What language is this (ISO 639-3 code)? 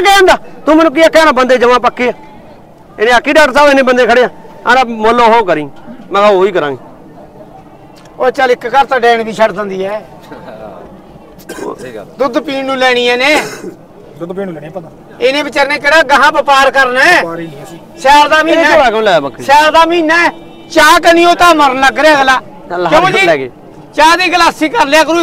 pan